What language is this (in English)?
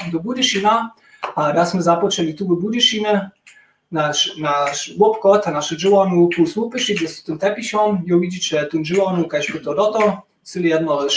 Upper Sorbian